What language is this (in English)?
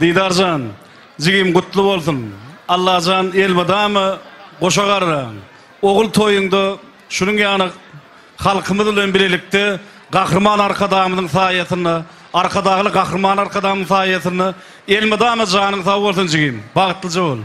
Turkmen